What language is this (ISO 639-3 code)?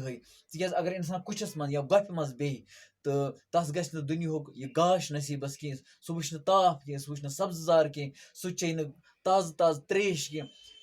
kas